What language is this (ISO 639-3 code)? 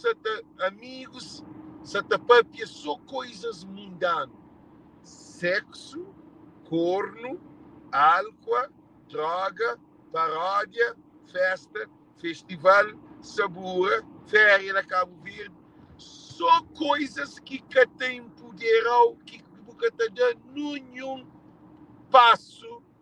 kea